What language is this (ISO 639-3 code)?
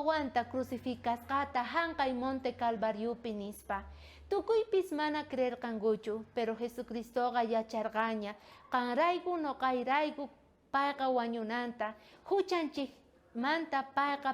quh